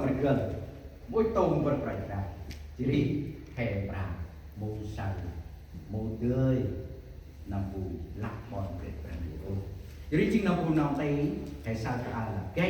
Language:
Central Mnong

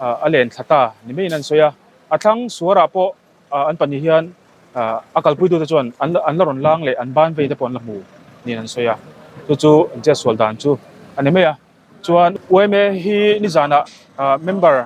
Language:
Mizo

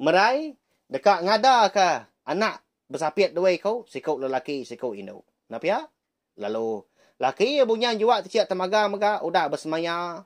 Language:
Iban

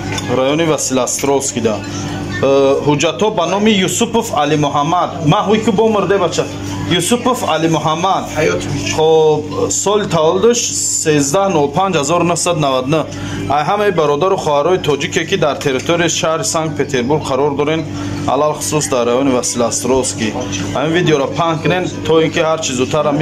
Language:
Tajik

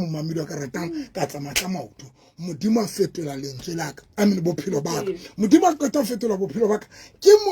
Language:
Southern Sotho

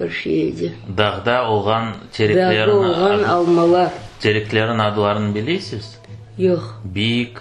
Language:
Crimean Tatar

